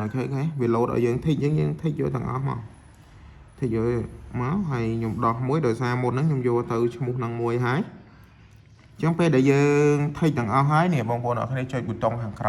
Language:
Khmer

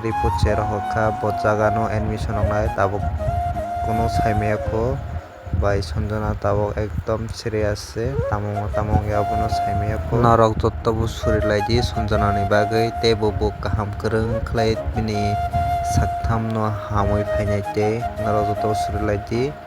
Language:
Kok Borok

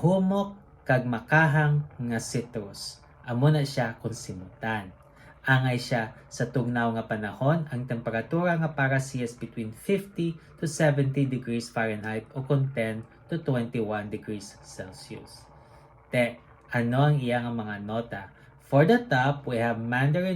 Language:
Hiligaynon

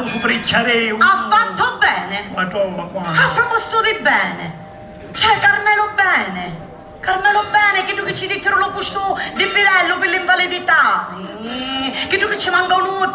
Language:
Sicilian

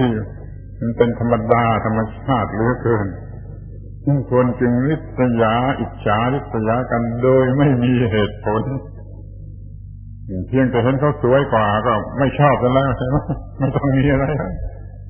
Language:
Thai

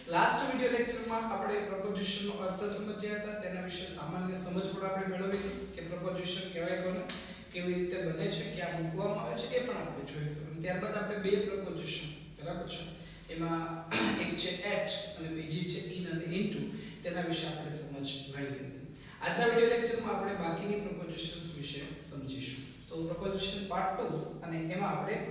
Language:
Gujarati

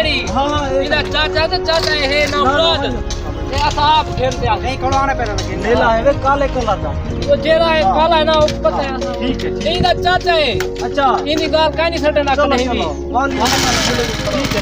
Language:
Saraiki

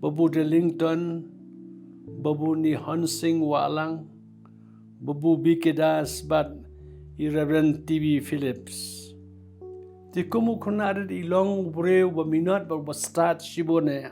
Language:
Khasi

